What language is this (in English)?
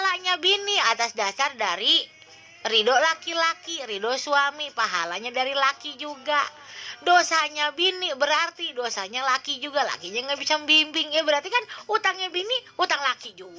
Betawi